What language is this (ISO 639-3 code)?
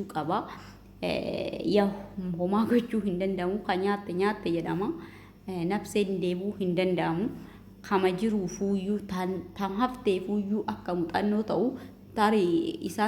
orm